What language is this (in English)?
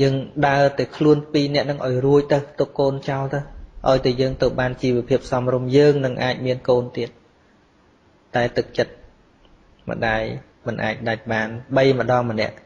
Khmer